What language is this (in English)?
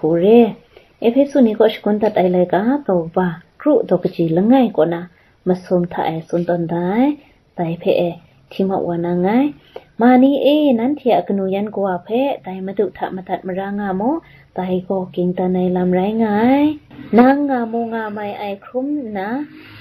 Kachin